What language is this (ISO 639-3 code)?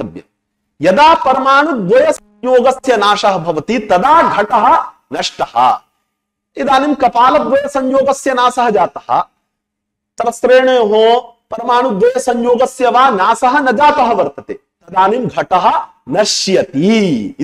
san